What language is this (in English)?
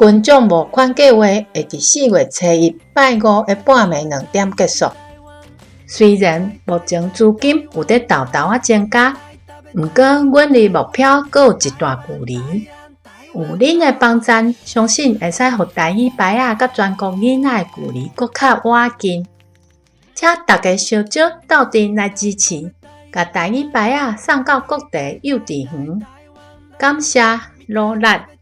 Min Nan Chinese